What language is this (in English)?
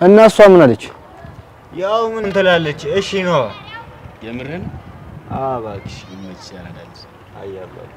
Amharic